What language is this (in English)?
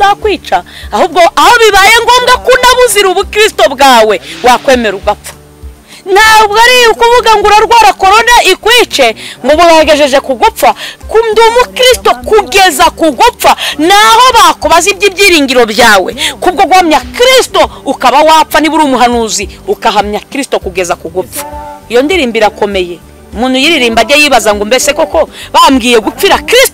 Kinyarwanda